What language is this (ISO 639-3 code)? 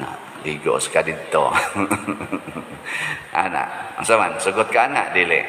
ceb